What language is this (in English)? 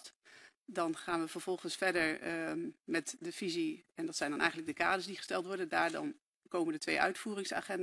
Dutch